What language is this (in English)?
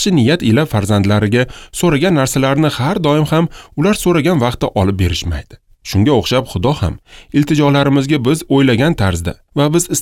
Uzbek